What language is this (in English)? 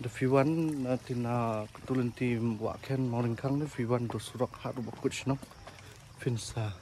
Khasi